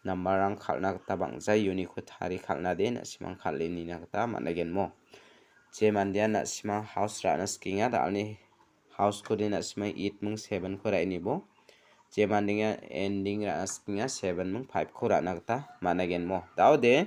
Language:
Garo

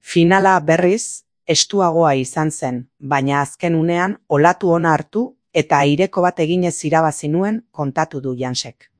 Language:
Basque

